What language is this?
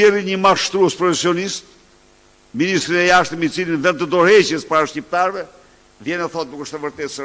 Albanian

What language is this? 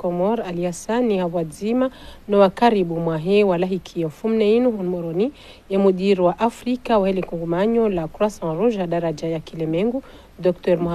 Ngazidja Comorian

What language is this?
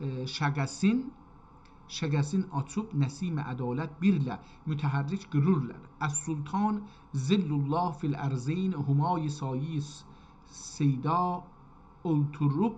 South Azerbaijani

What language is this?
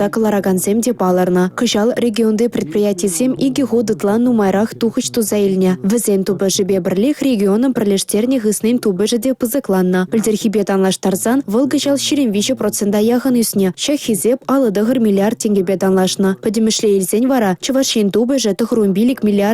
Chuvash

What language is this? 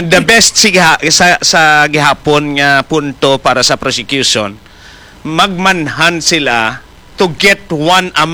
Hiligaynon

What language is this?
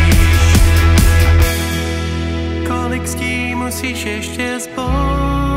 Czech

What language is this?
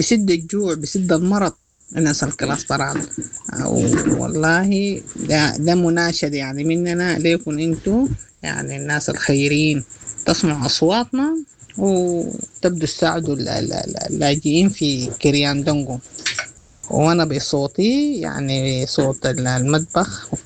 Sudanese Arabic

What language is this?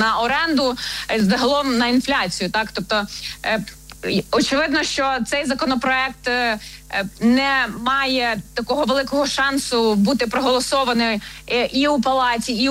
Ukrainian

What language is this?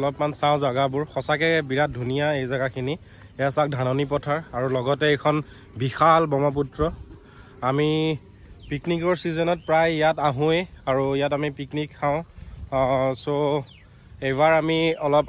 Assamese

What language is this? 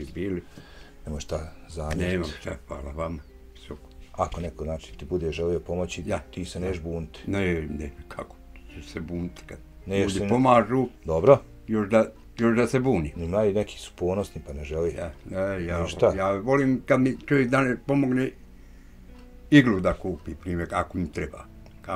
Bosnian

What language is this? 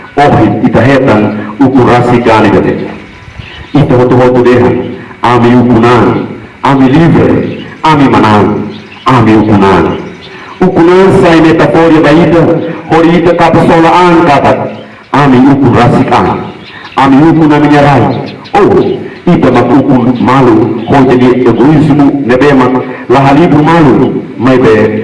Tetum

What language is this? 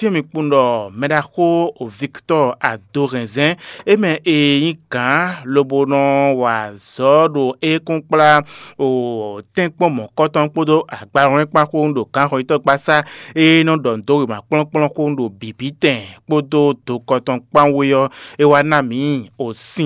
Fon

